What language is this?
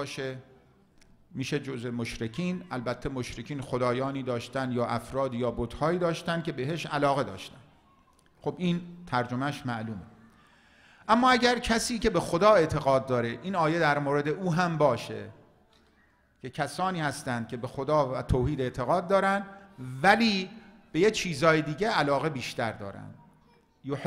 Persian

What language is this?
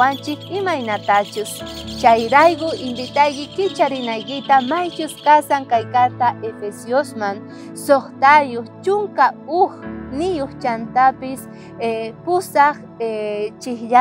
South Bolivian Quechua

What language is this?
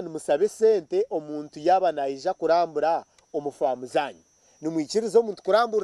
Nyankole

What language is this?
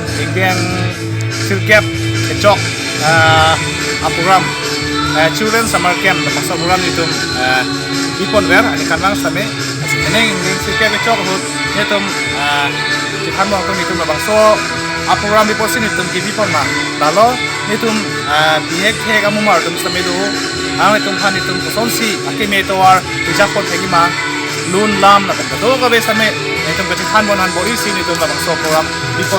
Karbi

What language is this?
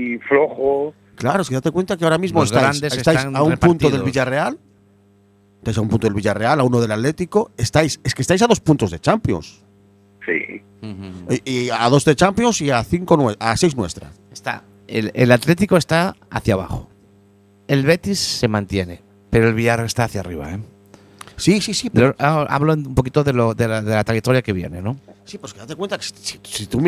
Spanish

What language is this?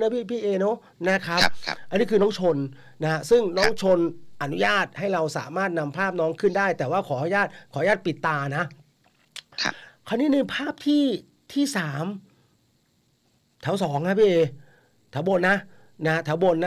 Thai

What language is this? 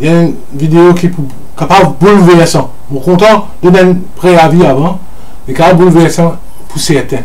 Morisyen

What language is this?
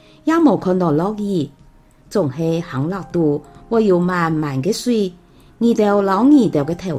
Hakka Chinese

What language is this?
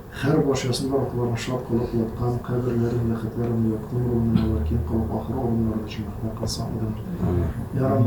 Tatar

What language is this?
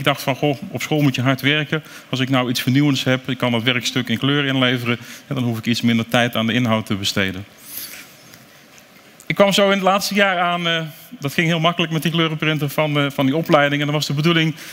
Dutch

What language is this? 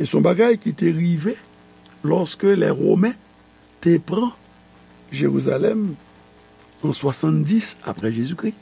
Haitian Creole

